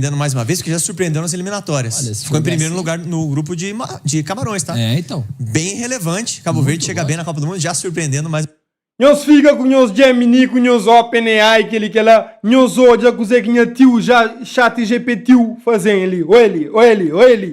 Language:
Kabuverdianu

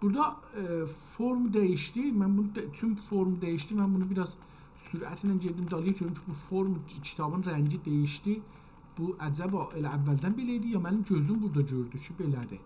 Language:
South Azerbaijani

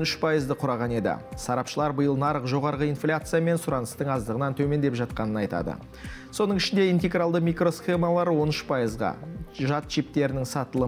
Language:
Kazakh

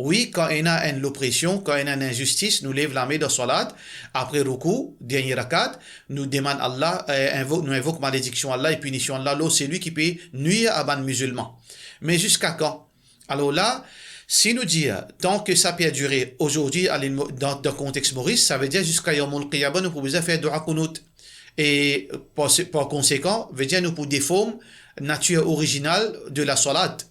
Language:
Morisyen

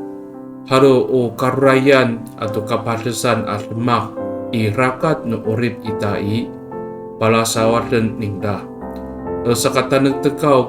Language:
Amis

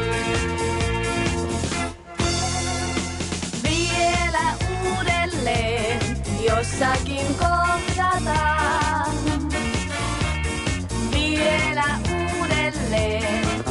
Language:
Finnish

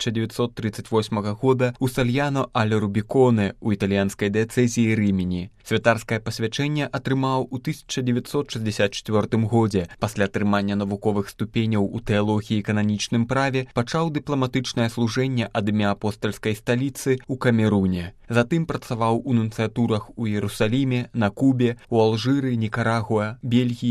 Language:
Belarusian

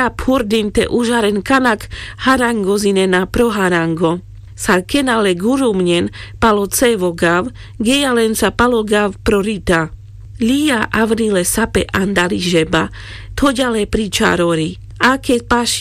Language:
Carpathian Romani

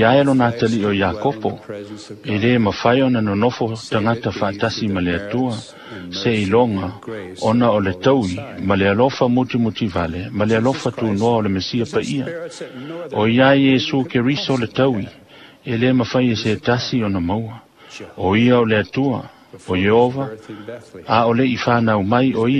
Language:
Samoan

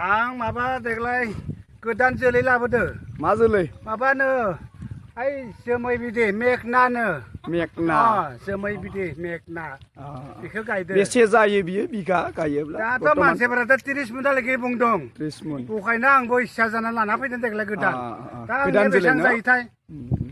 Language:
Bodo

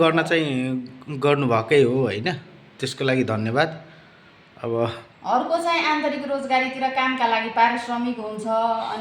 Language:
Nepali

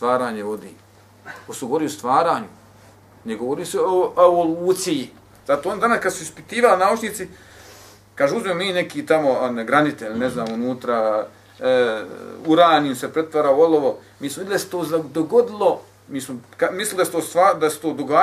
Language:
Bosnian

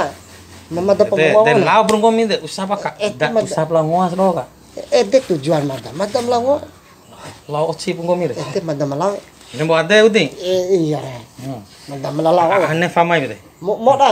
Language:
Bima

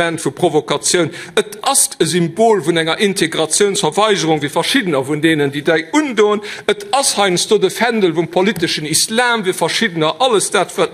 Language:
Luxembourgish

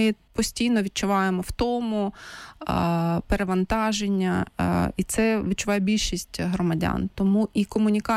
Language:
Ukrainian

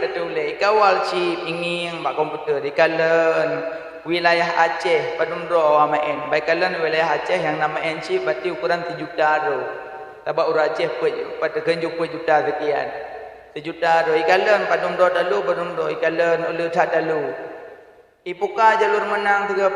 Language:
Achinese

